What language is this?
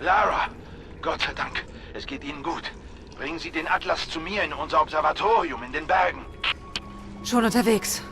Swiss German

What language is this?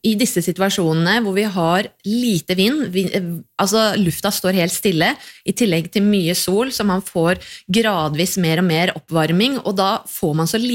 Norwegian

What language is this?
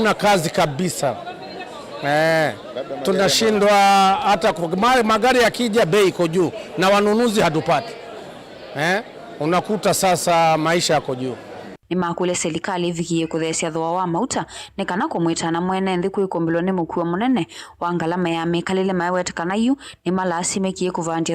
Kamba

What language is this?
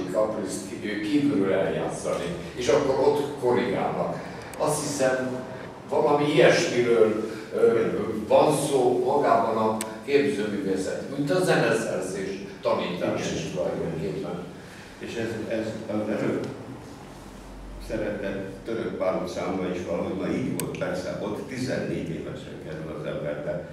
Hungarian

